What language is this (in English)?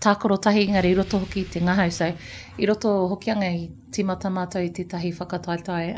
Māori